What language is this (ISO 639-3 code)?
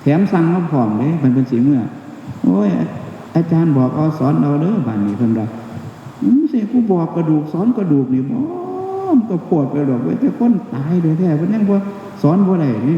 tts